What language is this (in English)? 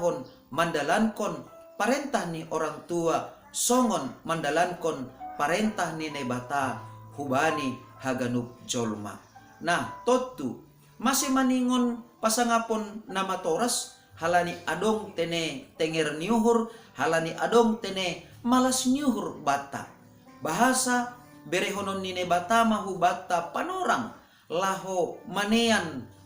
Batak Simalungun